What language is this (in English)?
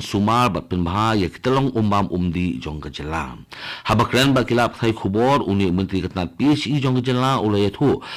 Khasi